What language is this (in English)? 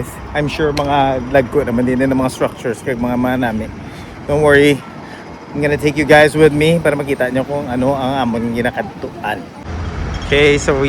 Hiligaynon